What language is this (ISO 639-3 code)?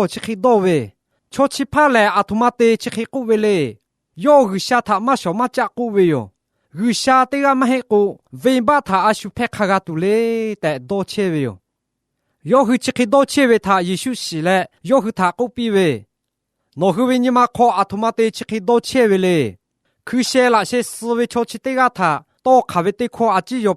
lhu